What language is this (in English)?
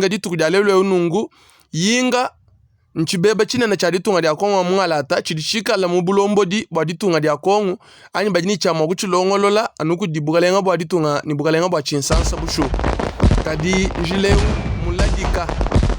Luba-Lulua